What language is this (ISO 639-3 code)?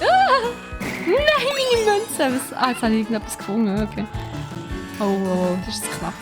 gsw